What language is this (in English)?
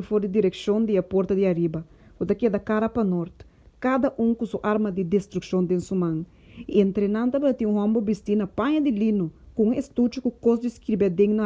Papiamento